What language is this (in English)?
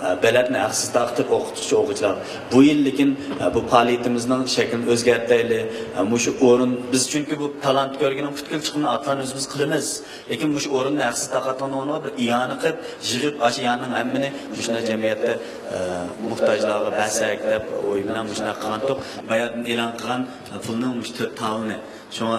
Uyghur